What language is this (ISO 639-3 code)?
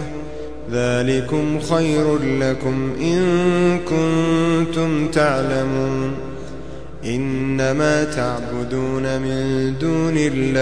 ara